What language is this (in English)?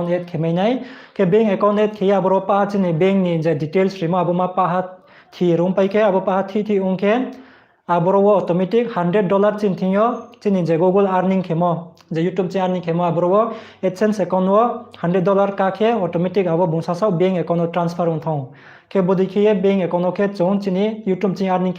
Riang (India)